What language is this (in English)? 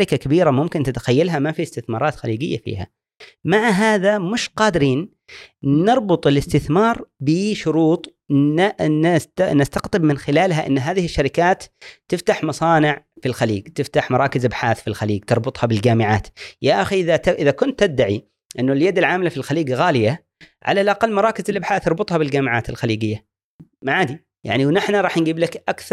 Gulf Arabic